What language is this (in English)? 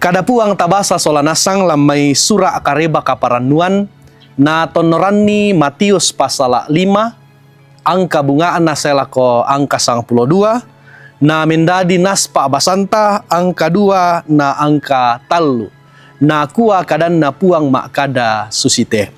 Toraja-Sa'dan